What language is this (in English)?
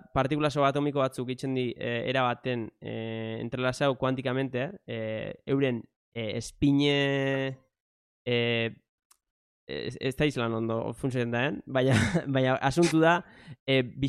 Basque